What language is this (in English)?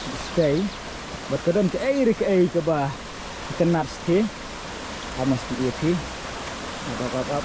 Khasi